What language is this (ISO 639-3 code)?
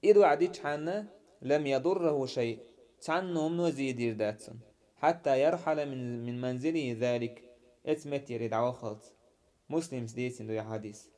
che